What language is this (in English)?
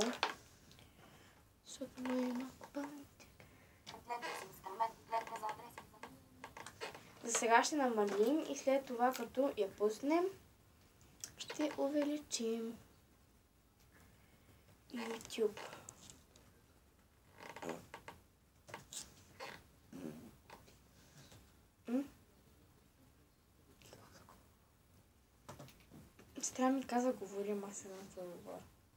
Bulgarian